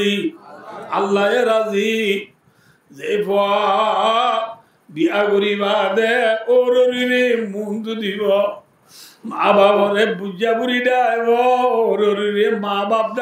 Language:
Rohingya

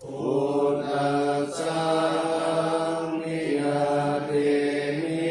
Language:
Pali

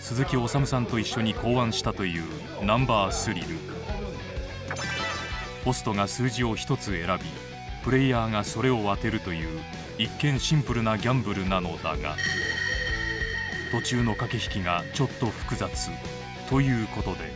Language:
Japanese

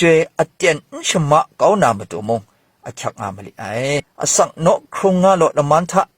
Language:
Kachin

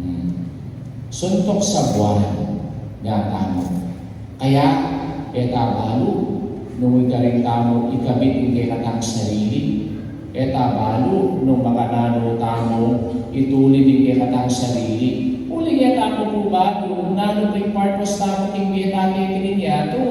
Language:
Pampanga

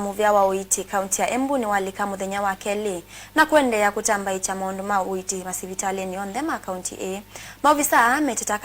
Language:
Kamba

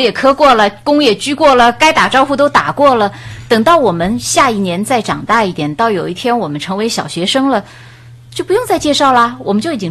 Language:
Chinese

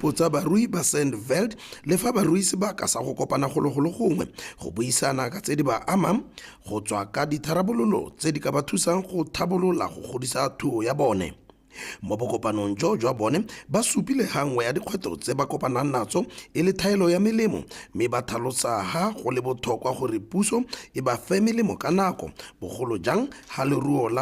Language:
Tswana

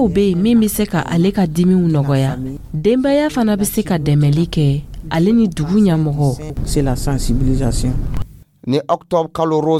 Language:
Dyula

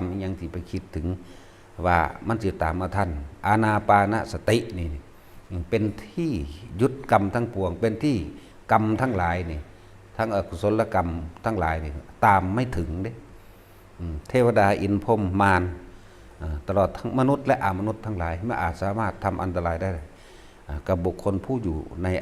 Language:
Northeastern Thai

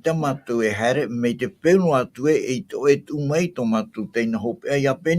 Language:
Tahitian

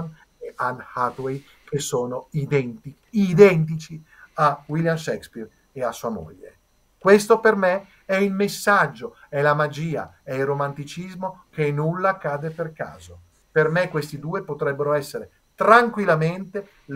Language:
Italian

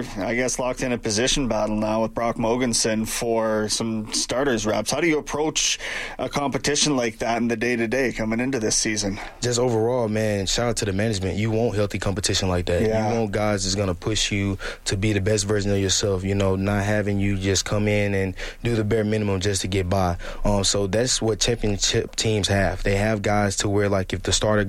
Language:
English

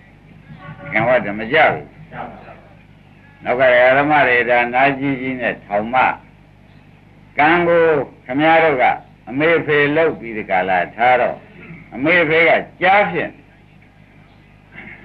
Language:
Burmese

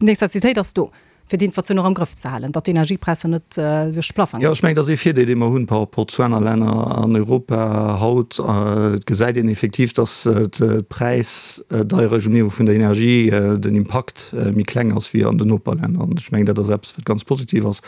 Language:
Luxembourgish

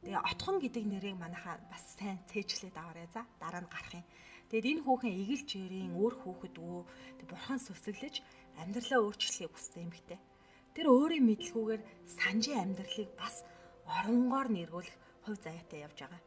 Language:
Mongolian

